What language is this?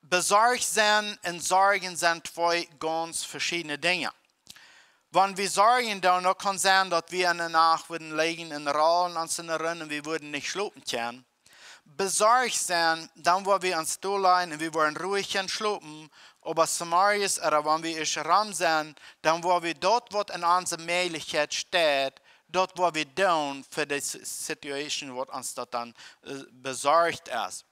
Plautdietsch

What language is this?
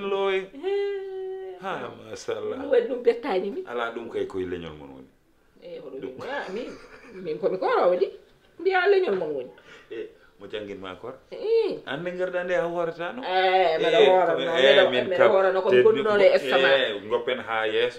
Fula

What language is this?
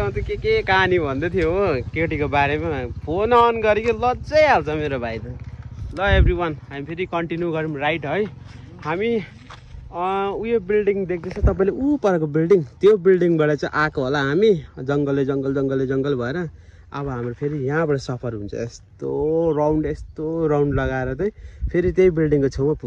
Nepali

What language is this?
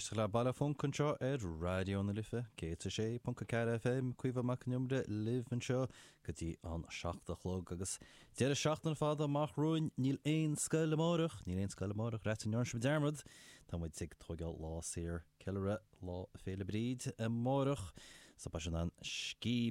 Irish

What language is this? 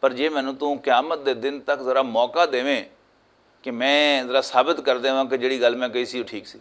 Western Panjabi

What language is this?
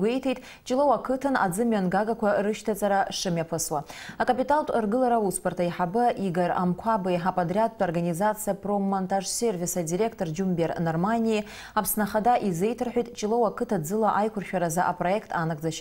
Abkhazian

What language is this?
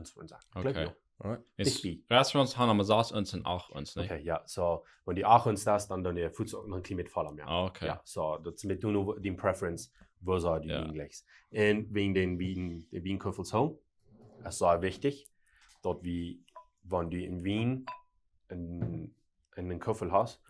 Plautdietsch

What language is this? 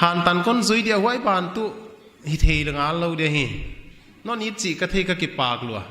Paite Chin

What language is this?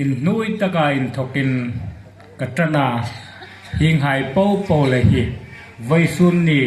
Hmar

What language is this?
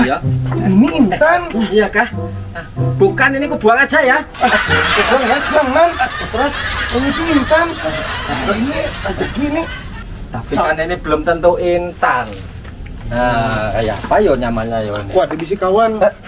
Banjar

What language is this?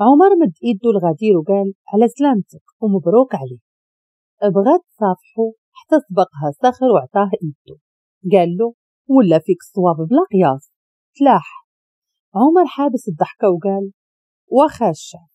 Moroccan Arabic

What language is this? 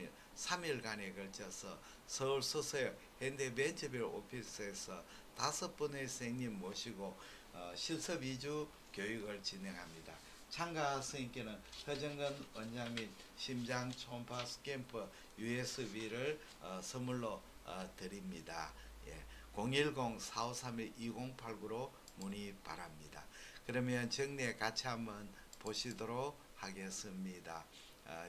Korean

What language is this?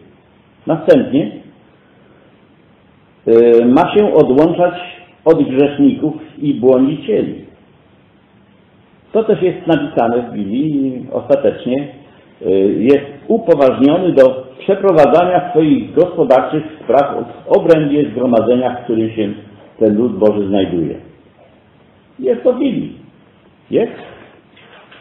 Polish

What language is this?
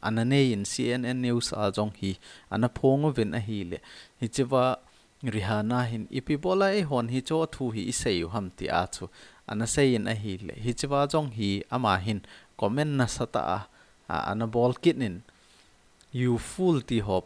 Thado Chin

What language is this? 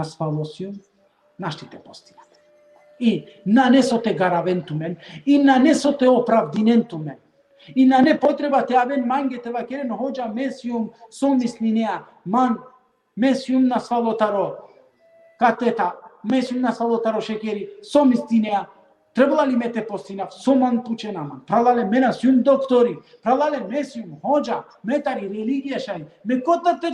Balkan Romani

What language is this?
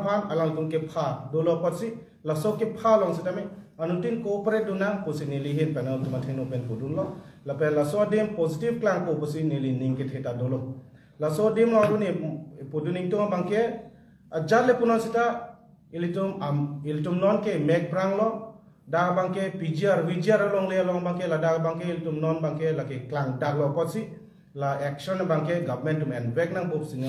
Karbi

